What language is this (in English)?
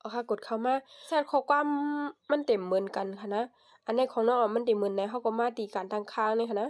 Shan